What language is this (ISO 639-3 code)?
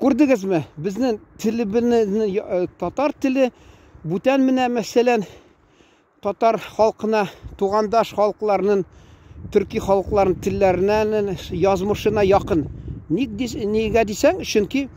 tat